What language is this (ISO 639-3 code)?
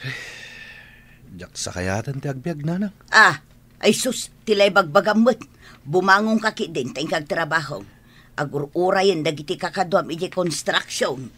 ilo